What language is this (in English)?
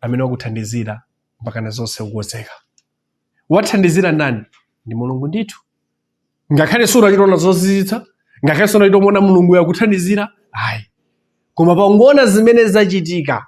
Nyanja